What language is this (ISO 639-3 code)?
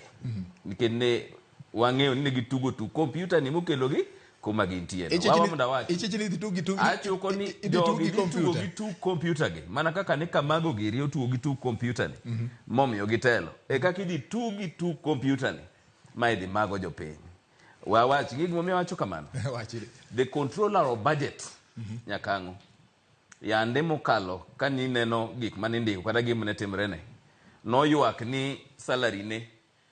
luo